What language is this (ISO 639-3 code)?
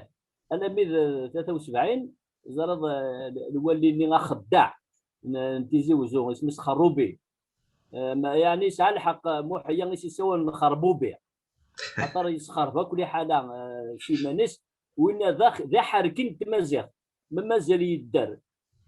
kab